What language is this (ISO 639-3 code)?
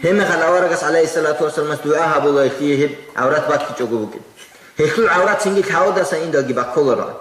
ava